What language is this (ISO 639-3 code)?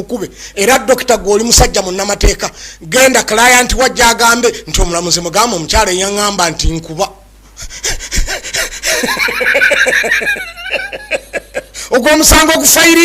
lug